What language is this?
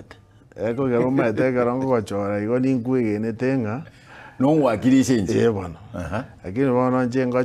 Gusii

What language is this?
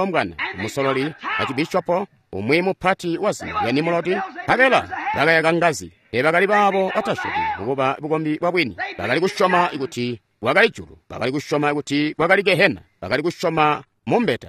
Tonga (Zambia)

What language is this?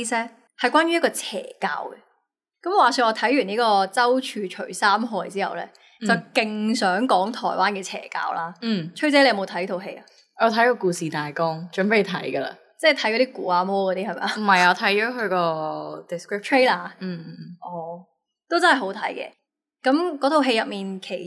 Cantonese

